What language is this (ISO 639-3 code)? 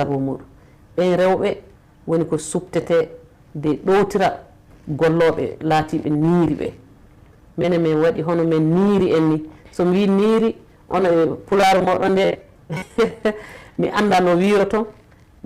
ful